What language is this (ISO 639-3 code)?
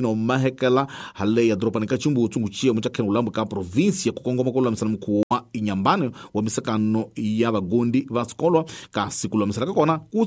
tso